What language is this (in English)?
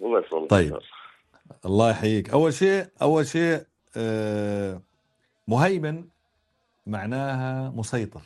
North Levantine Arabic